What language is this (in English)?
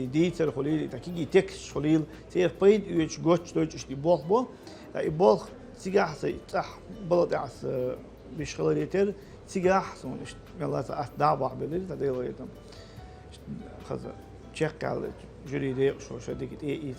Chechen